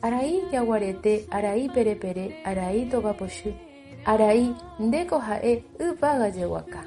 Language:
Guarani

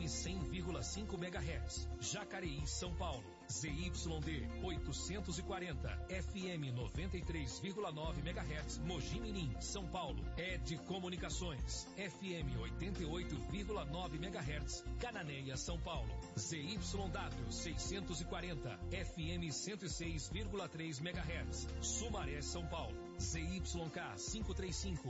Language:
Portuguese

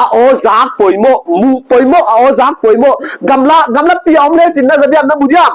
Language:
Paite Chin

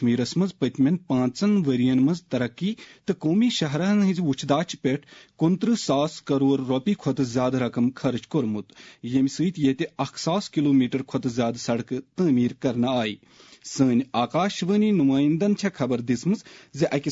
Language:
Kashmiri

